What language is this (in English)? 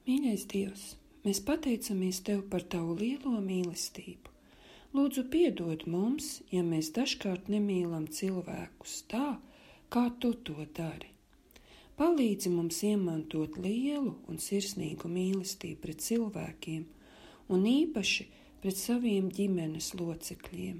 Latvian